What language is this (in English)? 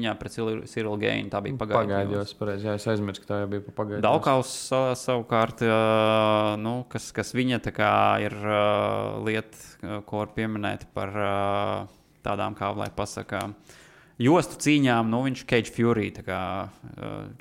Latvian